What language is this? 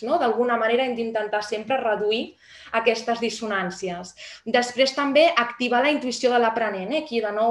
Catalan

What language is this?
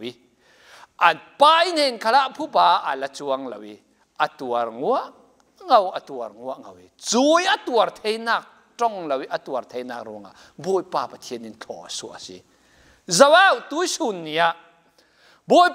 Falam Chin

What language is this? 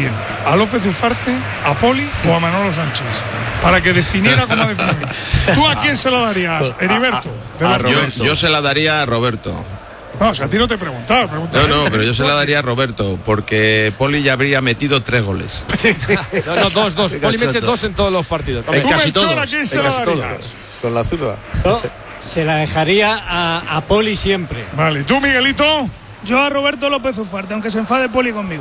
Spanish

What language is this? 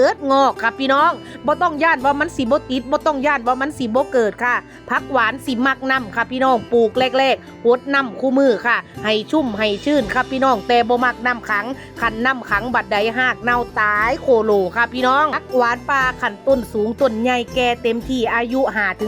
Northeastern Thai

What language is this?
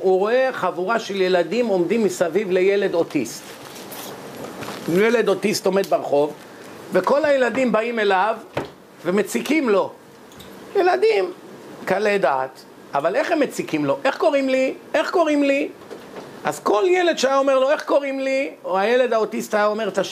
Hebrew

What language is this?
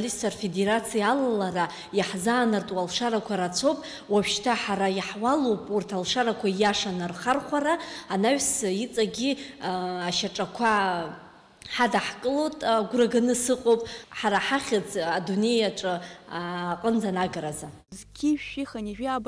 Abkhazian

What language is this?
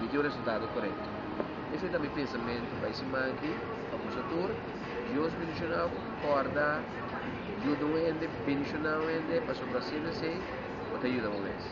Papiamento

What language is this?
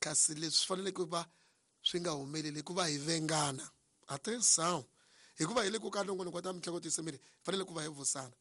Tsonga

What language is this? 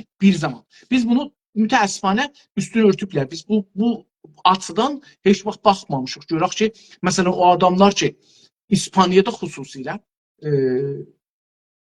South Azerbaijani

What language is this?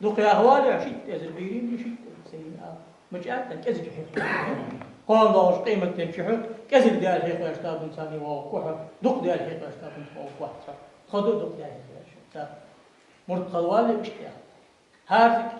Ingush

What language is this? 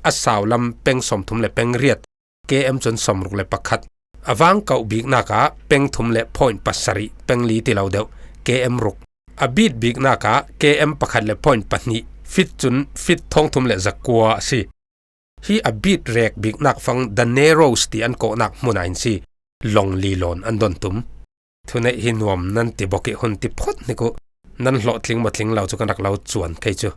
Falam Chin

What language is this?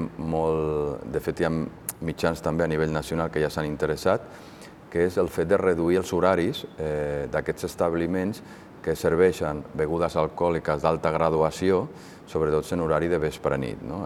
Catalan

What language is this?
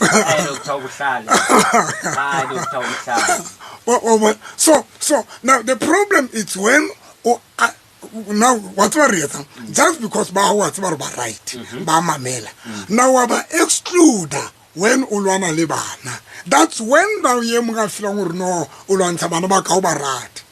Southern Sotho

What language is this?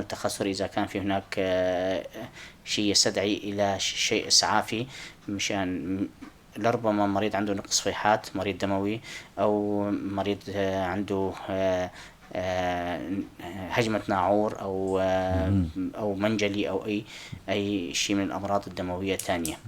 North Levantine Arabic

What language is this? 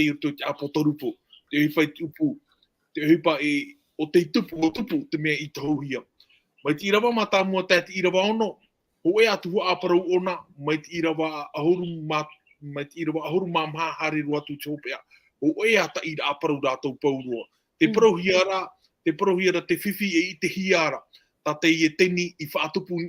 Tahitian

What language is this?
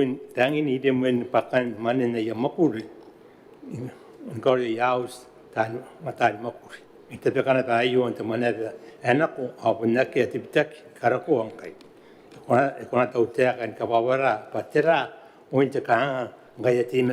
Gilbertese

